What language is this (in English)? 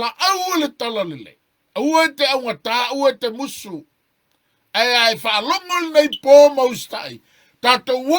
Samoan